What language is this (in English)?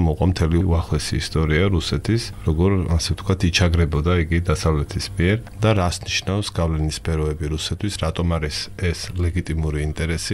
Georgian